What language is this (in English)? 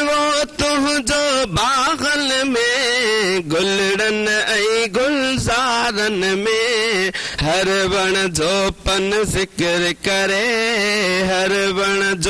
Sindhi